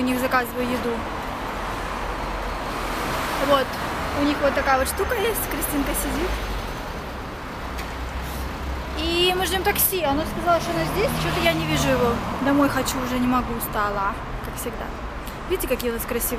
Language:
Russian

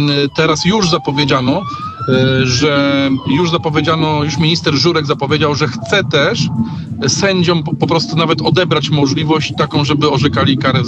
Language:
Polish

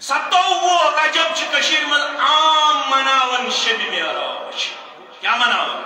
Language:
Kashmiri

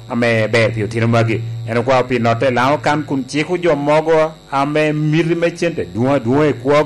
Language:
Lango (Uganda)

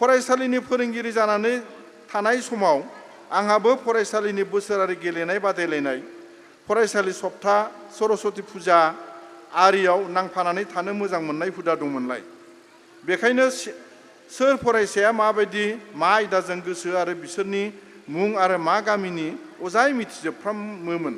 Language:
Bodo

